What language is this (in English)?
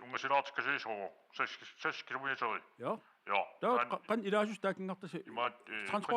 Kalaallisut